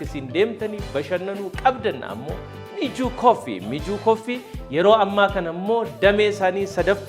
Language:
Oromo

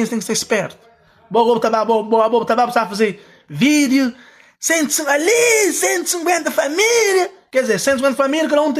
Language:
Kabuverdianu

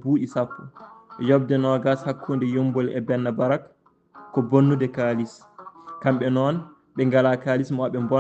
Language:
Fula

